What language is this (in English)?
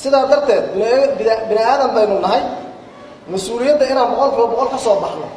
Somali